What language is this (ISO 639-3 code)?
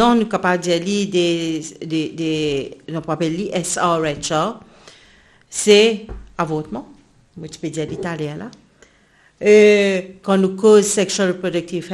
mfe